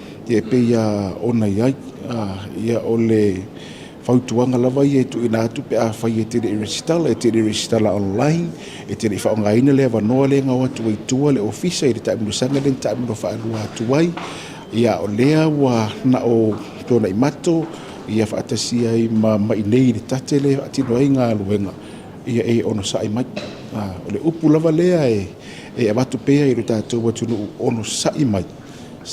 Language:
Samoan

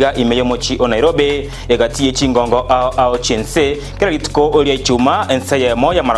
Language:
Gusii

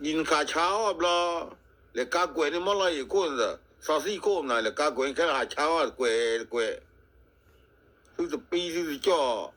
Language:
S'gaw Karen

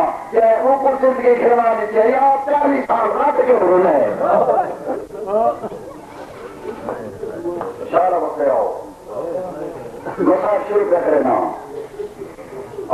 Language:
Urdu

